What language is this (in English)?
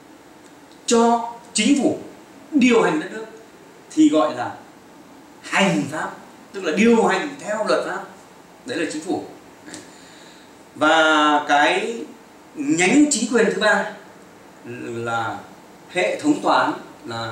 Vietnamese